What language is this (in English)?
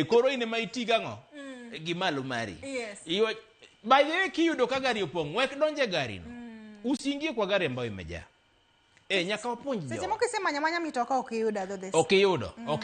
Luo (Kenya and Tanzania)